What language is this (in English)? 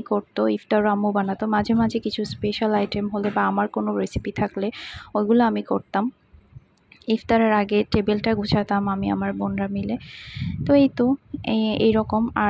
Bangla